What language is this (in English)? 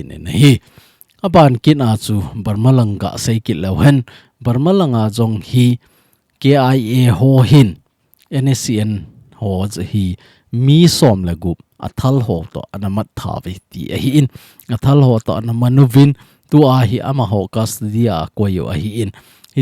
Thado Chin